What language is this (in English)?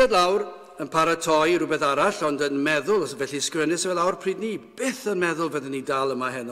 Welsh